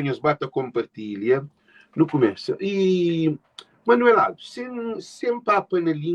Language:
Kabuverdianu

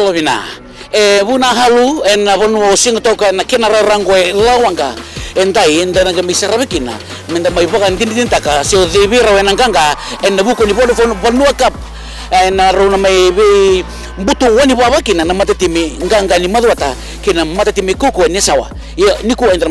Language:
Fijian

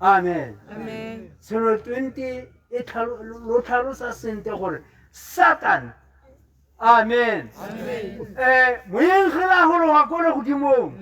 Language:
Tswana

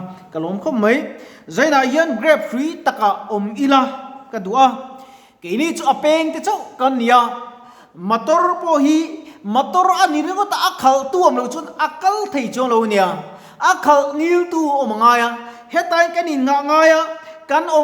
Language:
Mizo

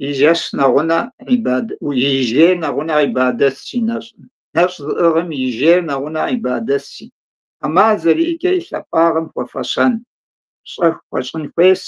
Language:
Kabardian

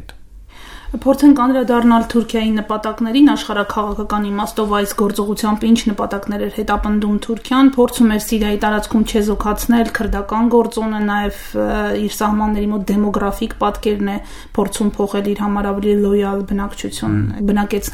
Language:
Armenian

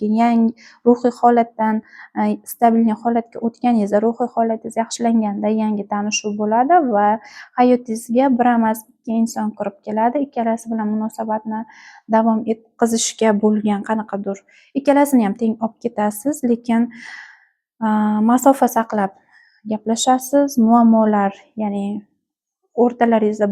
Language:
Uzbek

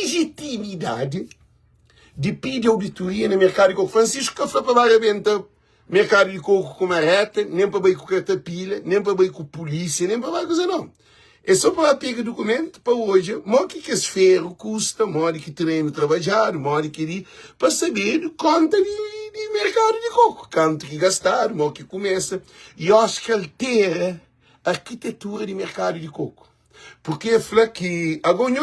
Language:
Kabuverdianu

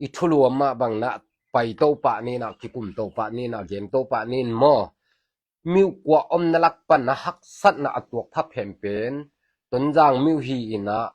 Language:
Tedim Chin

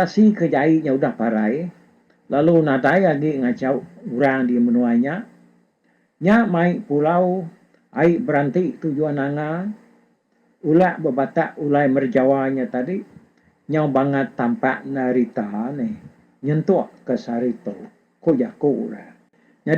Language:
Iban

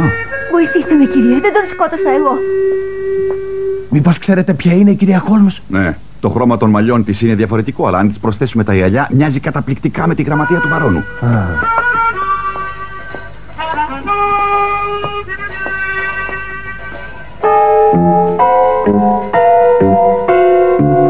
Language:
Greek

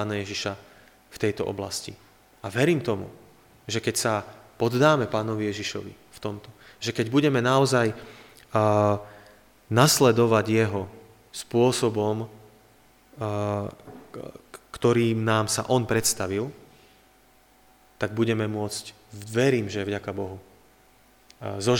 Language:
Slovak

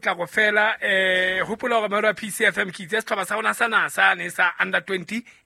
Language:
Southern Sotho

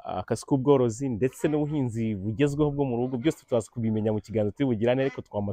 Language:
Kinyarwanda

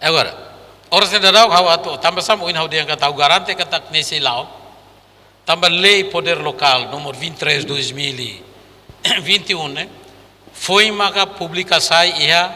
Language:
Tetum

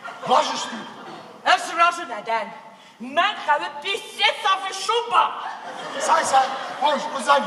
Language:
Ossetic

